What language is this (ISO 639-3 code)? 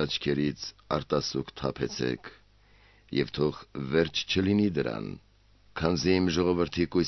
hye